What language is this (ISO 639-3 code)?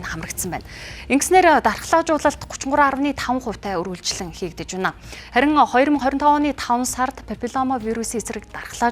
mon